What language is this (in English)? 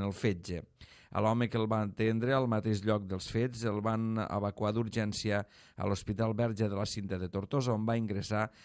Catalan